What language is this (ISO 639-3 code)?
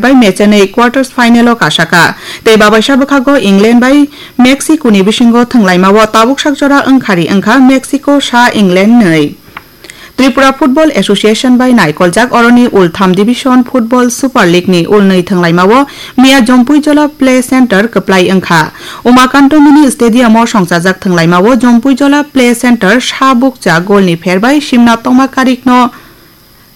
trp